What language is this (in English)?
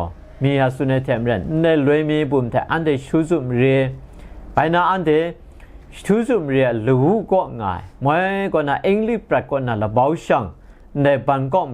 Kachin